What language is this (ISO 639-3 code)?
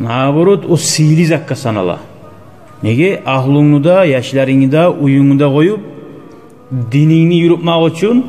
kum